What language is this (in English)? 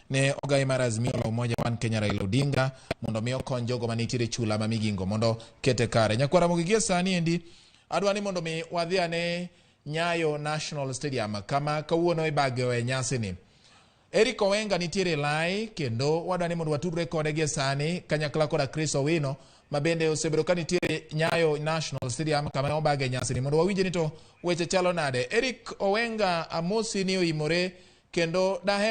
Luo (Kenya and Tanzania)